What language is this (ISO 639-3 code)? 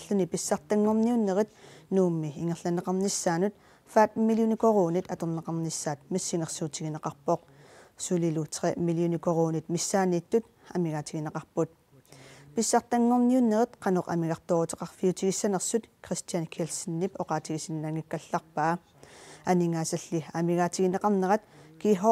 kal